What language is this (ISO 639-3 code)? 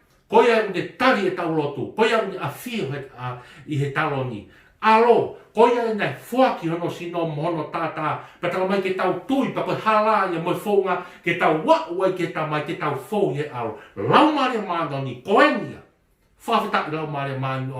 ton